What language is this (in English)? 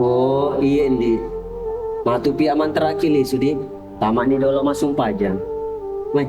Buginese